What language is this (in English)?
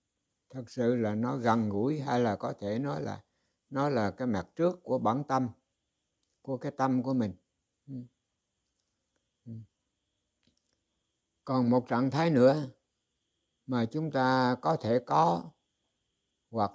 Vietnamese